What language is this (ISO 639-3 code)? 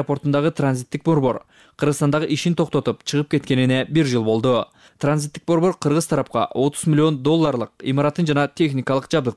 kir